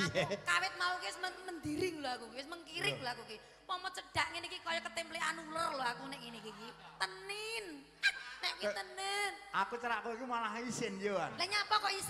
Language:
Javanese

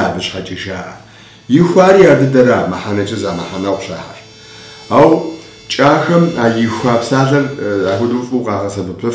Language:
Kabardian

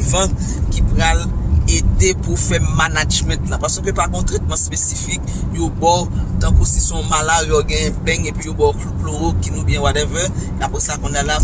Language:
Haitian Creole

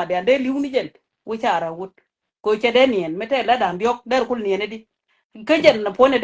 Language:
Nuer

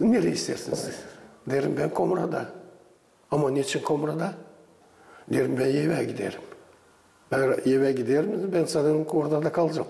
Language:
Gagauz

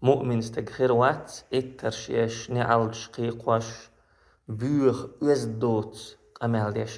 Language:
Chechen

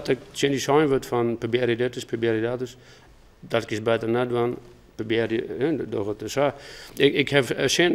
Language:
Western Frisian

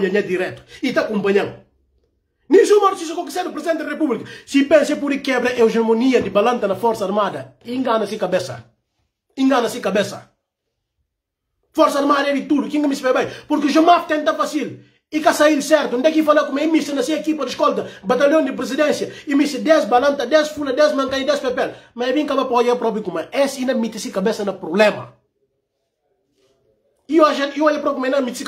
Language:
Portuguese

